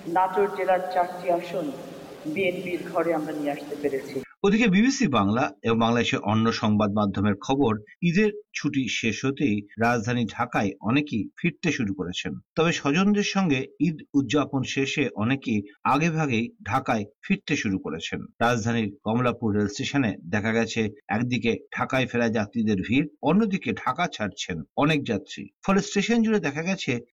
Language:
Bangla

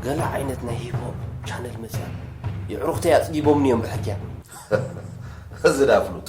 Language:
Tigrinya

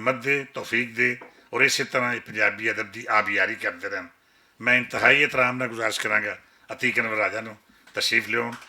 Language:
Western Panjabi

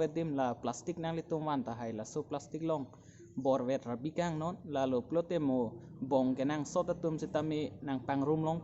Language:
Karbi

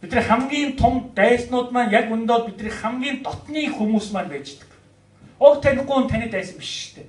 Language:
Mongolian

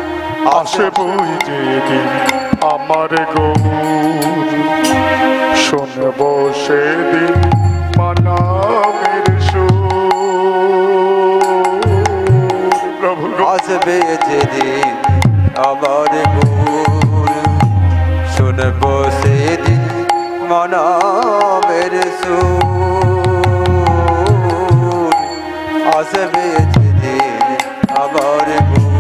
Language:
Bangla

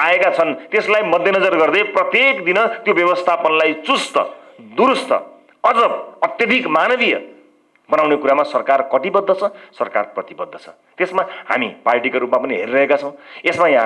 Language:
Nepali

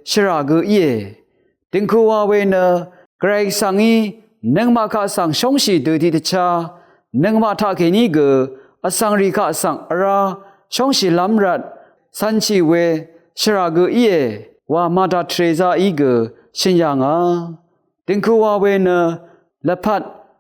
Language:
Rawang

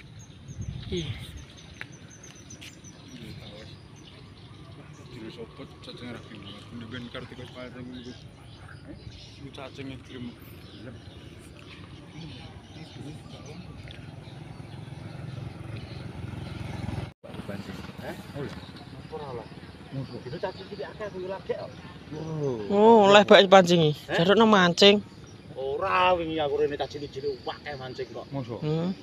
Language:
Javanese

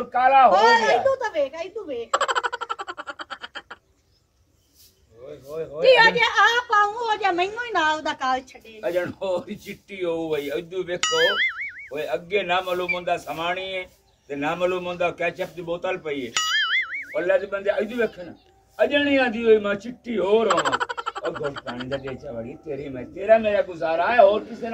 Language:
Punjabi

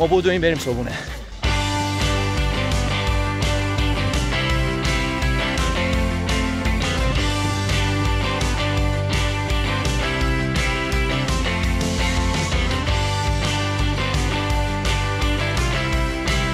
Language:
Persian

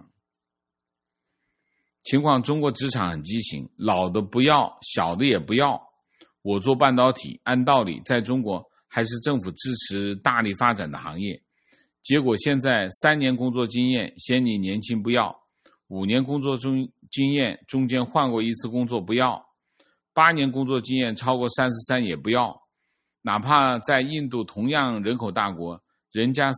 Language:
Chinese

